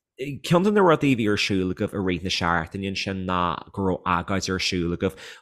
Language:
Irish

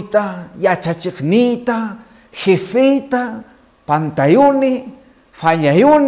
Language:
Quechua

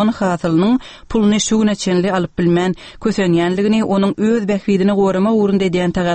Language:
Turkmen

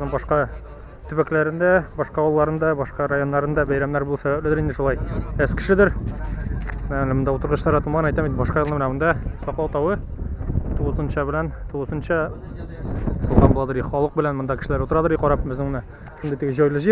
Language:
Tatar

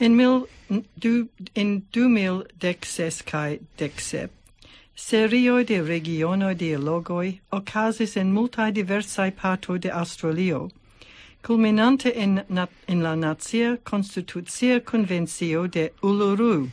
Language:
Esperanto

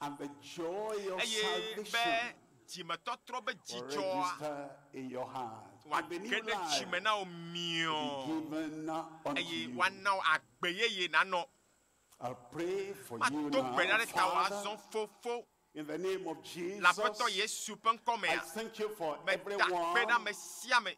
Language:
Ewe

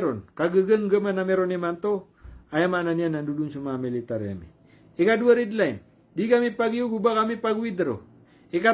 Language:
Maranao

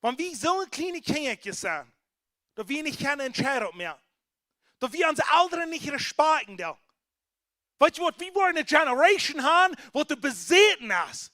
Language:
Plautdietsch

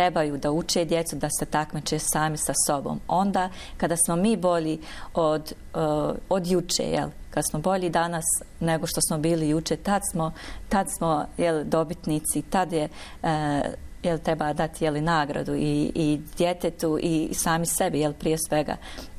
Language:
Bosnian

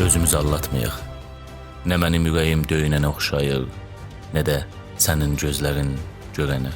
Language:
South Azerbaijani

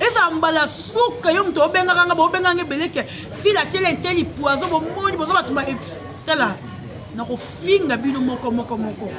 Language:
Lingala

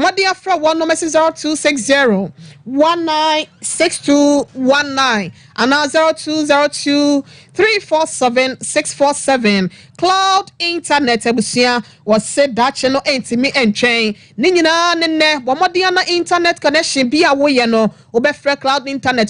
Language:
Akan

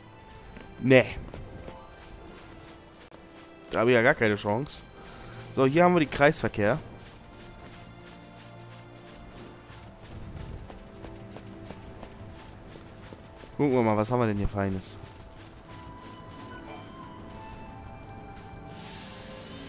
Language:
German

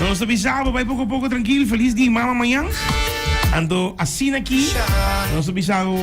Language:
Papiamento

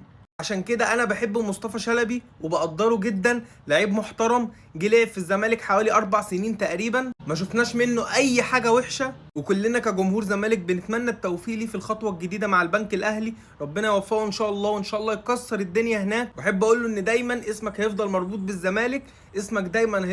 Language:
Egyptian Arabic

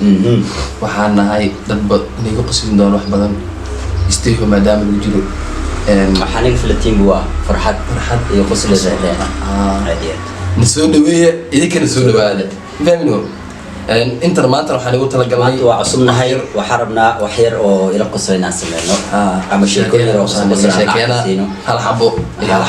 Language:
Somali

